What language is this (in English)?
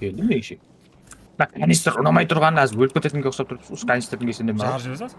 Kara-Kalpak